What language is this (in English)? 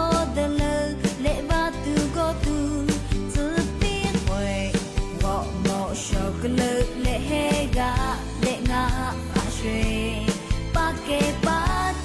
Lahu